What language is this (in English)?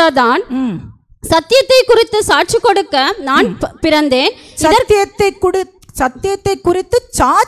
Tamil